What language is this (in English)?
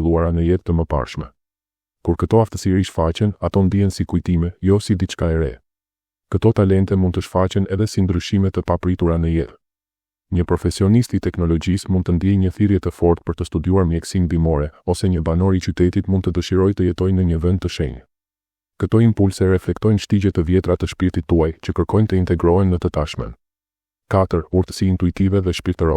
Albanian